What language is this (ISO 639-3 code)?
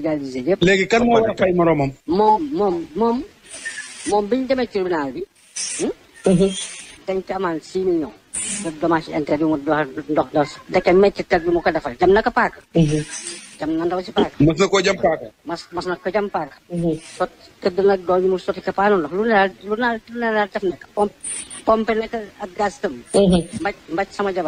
wol